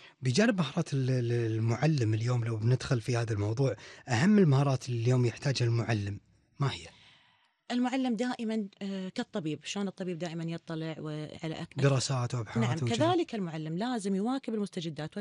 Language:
Gulf Arabic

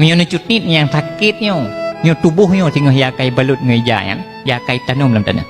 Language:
Achinese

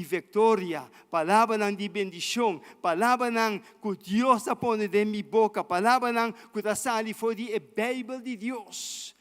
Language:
Papiamento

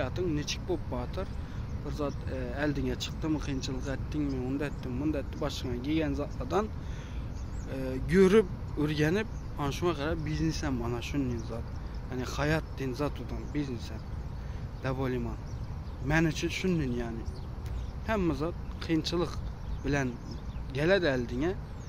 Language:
Turkmen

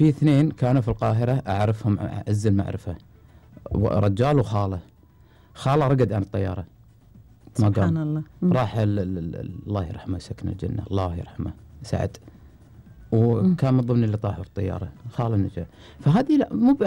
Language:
Gulf Arabic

